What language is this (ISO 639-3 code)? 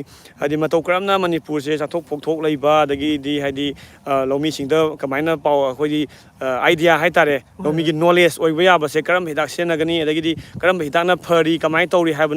mni